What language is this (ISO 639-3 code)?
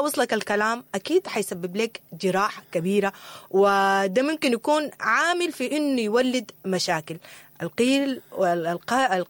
apd